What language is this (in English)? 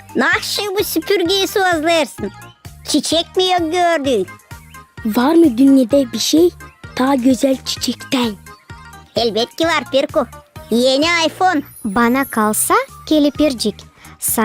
Gagauz